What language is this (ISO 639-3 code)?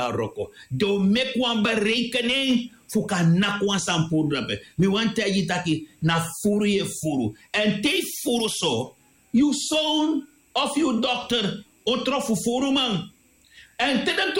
srn